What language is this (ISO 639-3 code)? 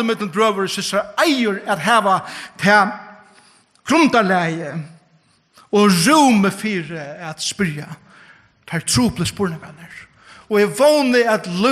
fao